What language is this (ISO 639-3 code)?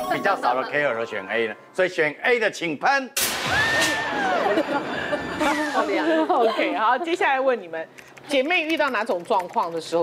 zho